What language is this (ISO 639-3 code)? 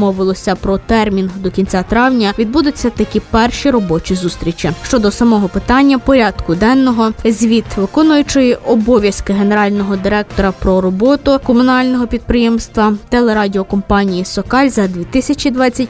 ukr